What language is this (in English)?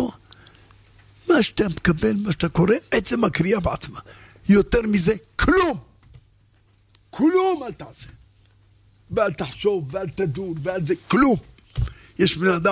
Hebrew